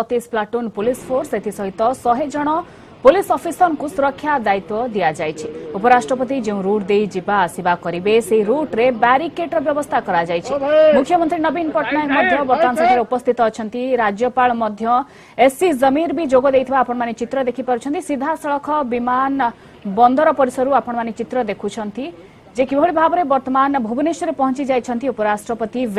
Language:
Odia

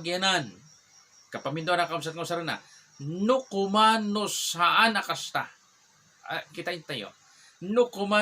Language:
Iloko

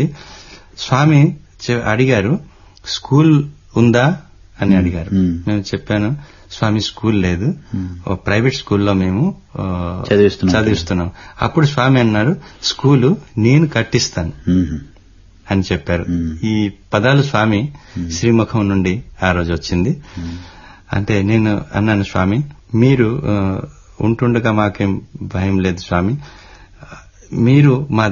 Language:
Telugu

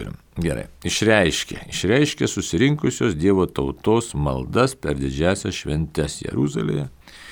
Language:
Lithuanian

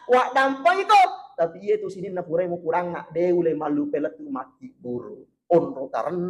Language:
Buginese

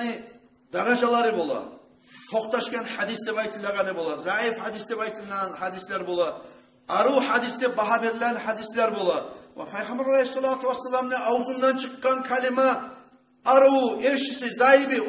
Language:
Kumyk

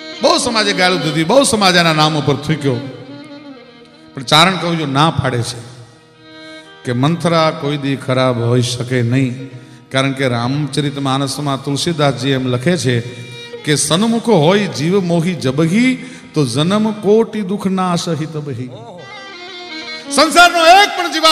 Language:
Gujarati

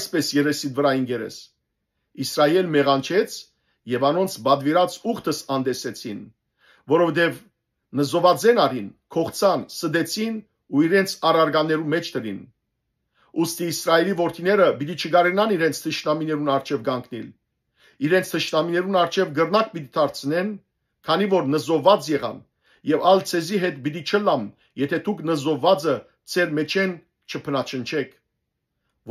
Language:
Western Armenian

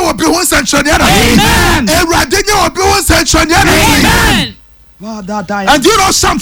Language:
Akan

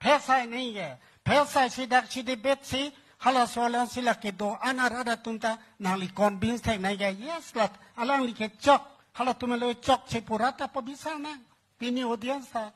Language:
Karbi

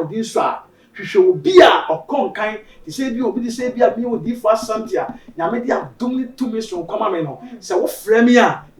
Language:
Akan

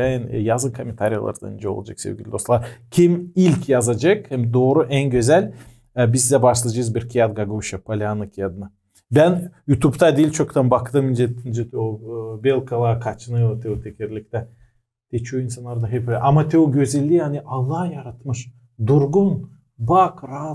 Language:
Gagauz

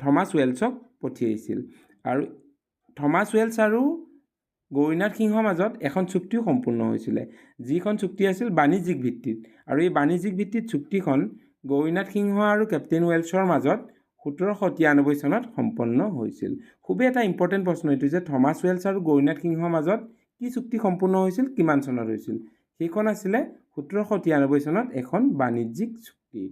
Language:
Assamese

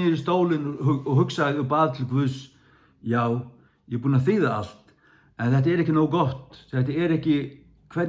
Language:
Faroese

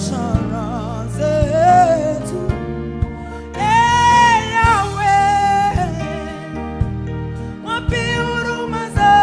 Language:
Swahili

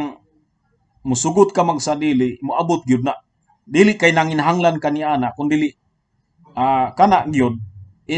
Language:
Cebuano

